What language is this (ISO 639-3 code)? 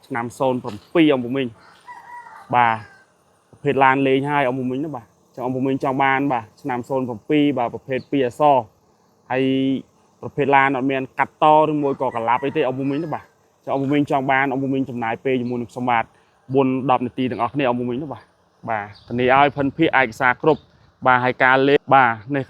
khm